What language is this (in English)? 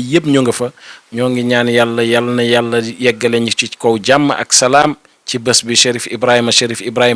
Wolof